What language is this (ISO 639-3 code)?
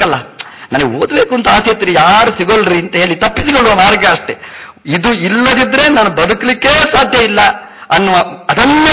kan